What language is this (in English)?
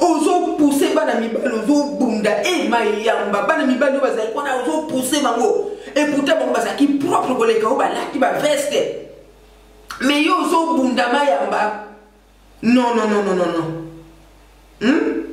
Lingala